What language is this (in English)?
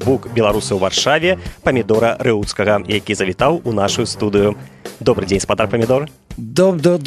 Belarusian